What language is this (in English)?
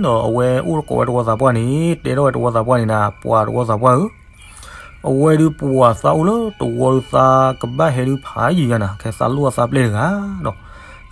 S'gaw Karen